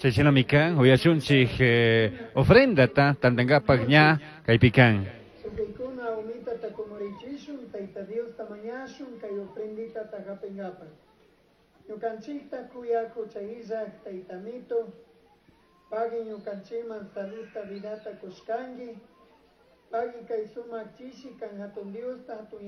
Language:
Chimborazo Highland Quichua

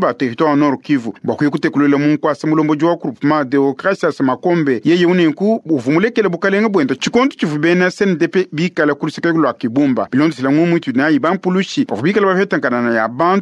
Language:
Luba-Lulua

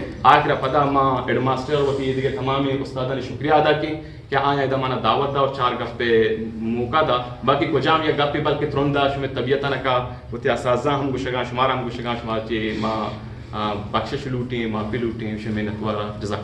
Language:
Eastern Balochi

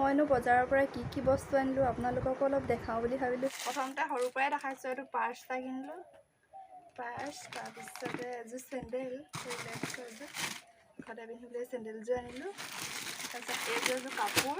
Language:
Assamese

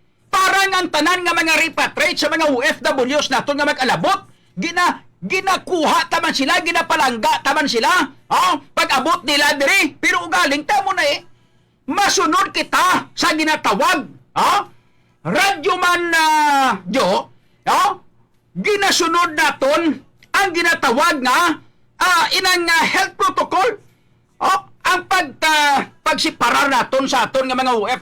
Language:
Hiligaynon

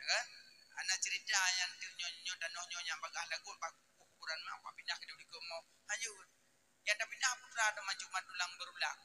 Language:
Achinese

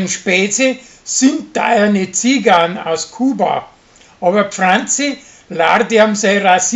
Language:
Bavarian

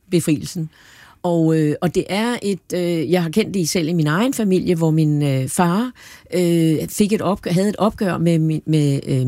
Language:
Danish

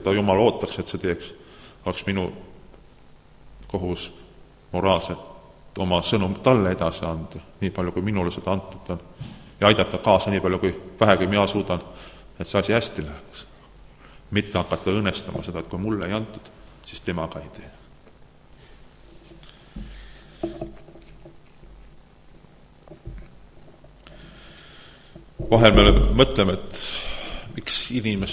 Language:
Estonian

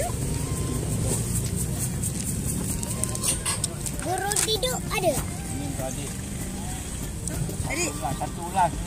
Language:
Malay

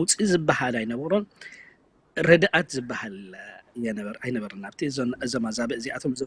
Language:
Tigrinya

